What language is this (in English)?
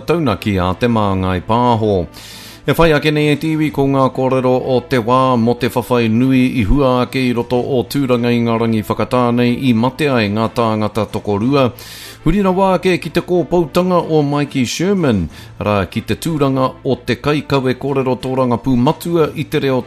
Māori